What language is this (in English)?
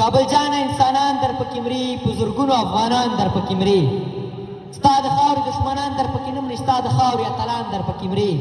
Pashto